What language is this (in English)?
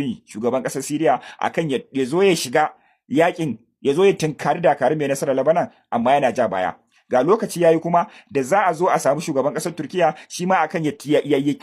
Hausa